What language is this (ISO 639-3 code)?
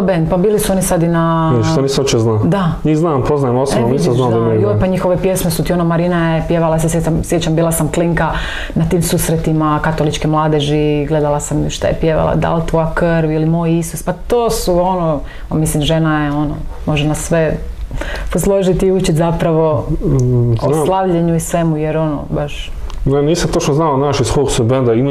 hrv